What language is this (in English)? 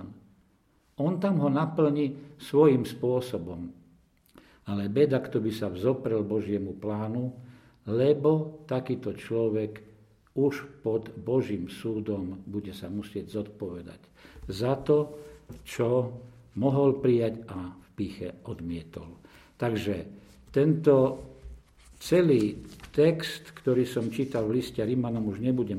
Slovak